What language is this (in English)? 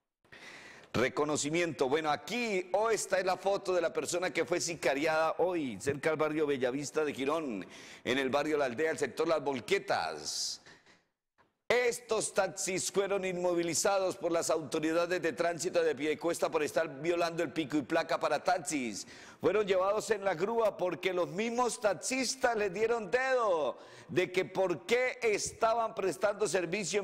Spanish